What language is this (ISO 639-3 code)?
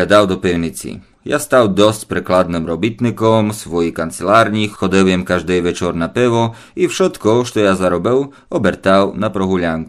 rue